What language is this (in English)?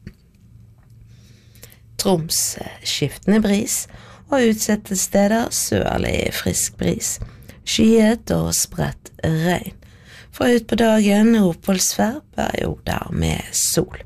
Norwegian